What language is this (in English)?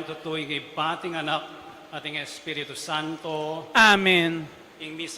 Pampanga